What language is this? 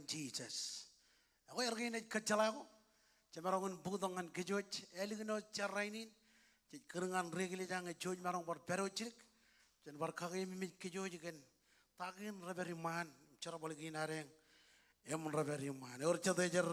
Marshallese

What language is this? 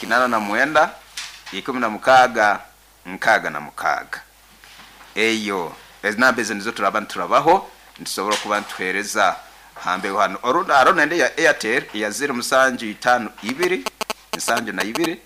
Nyoro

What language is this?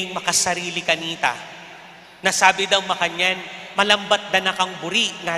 Pampanga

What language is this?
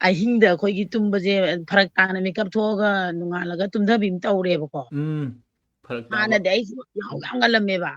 Manipuri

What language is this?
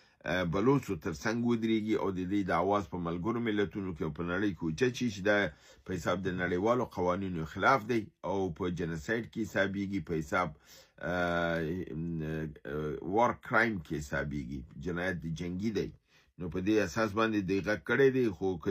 Pashto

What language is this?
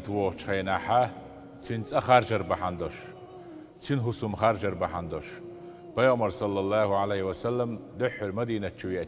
Chechen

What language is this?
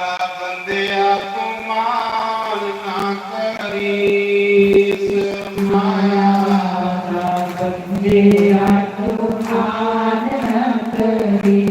Dogri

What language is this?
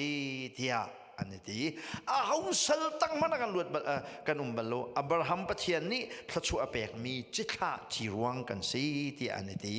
Hakha Chin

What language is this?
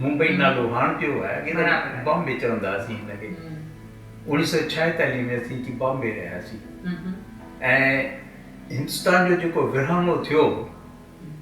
Sindhi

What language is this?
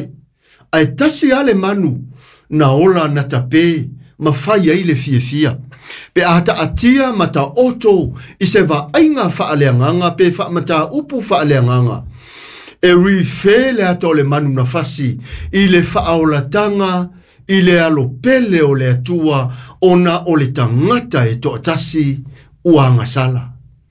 Samoan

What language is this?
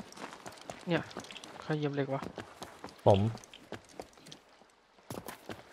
Thai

